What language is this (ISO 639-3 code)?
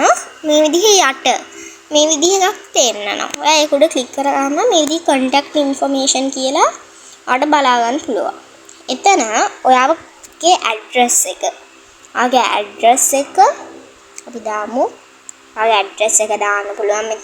sin